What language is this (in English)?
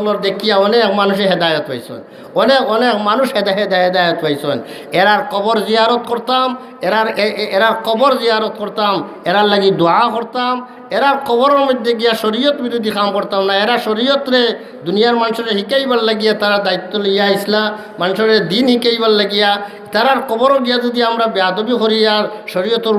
Sylheti